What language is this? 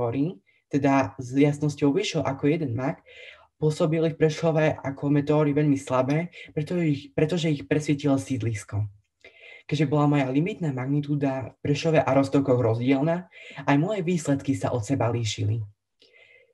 Slovak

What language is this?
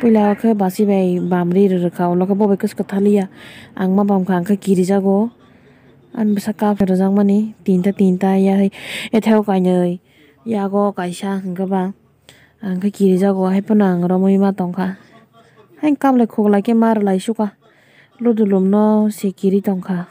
Kok Borok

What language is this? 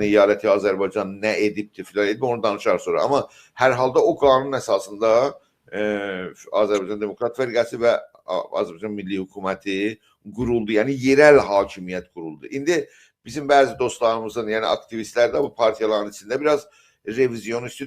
South Azerbaijani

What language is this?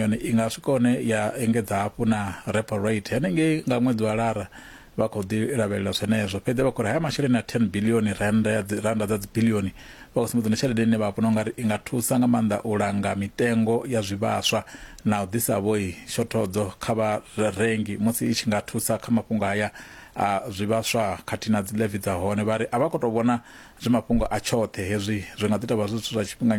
Venda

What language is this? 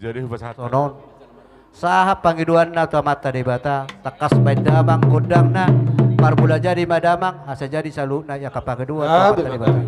Batak Toba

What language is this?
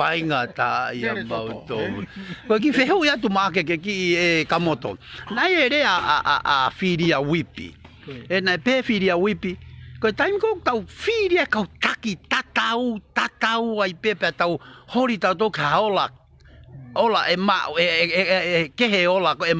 Tongan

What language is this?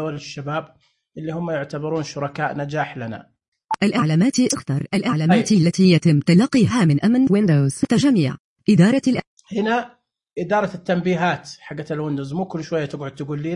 Najdi Arabic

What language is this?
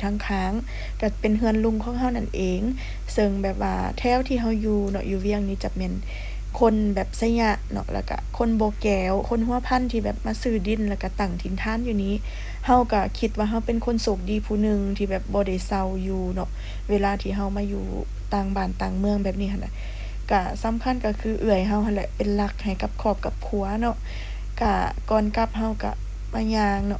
Lao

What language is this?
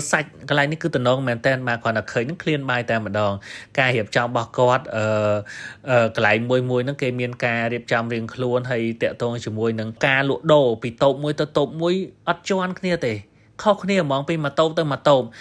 Khmer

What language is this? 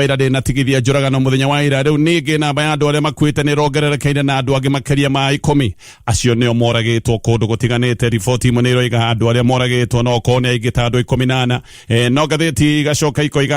Kikuyu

